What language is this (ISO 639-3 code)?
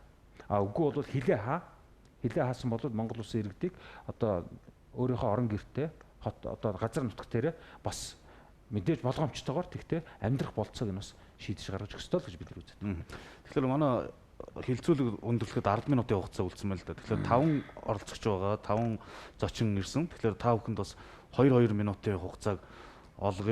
mon